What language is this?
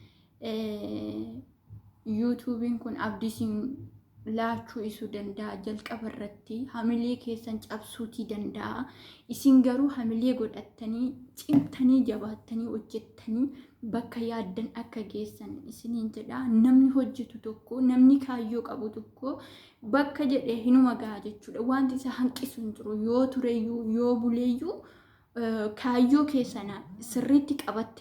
Oromo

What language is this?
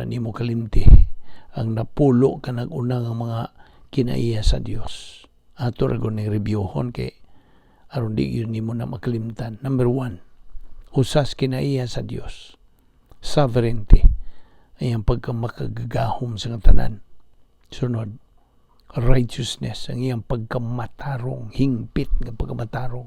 Cebuano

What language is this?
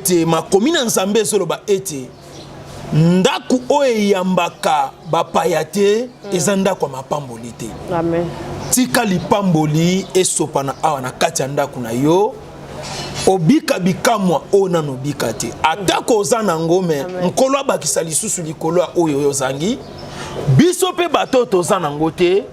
Lingala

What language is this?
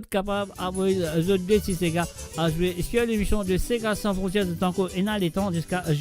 Morisyen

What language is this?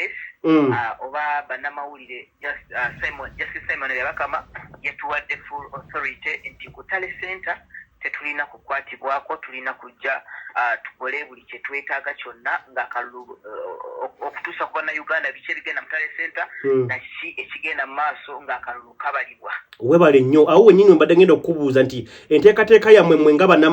Ganda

